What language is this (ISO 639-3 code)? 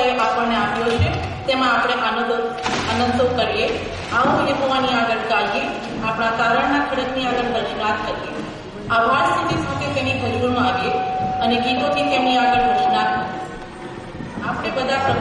guj